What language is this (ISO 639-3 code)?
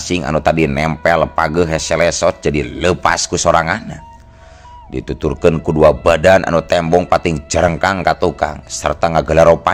sun